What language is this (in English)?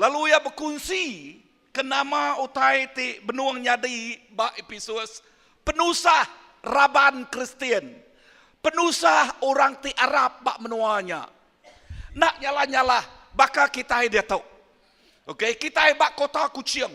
Iban